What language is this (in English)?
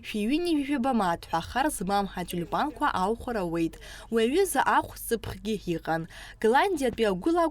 Abkhazian